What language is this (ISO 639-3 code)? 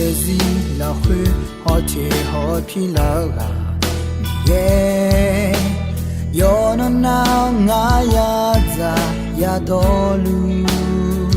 ahk